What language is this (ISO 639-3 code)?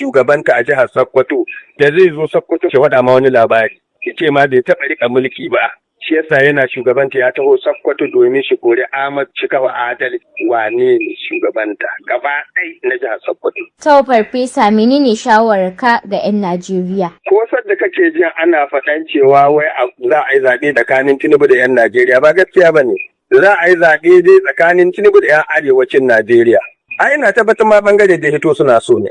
hau